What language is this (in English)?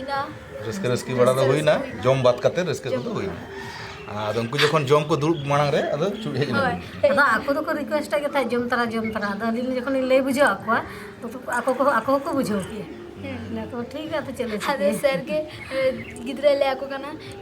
Santali